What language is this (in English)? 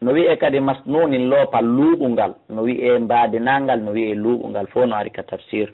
Fula